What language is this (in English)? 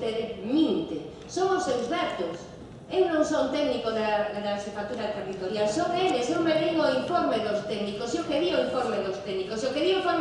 Galician